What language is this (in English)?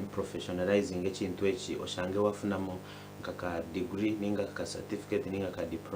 Nyankole